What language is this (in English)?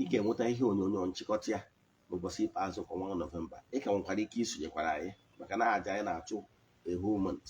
Igbo